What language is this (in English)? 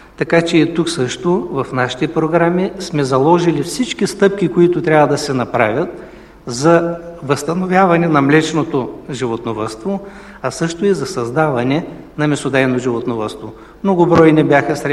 Bulgarian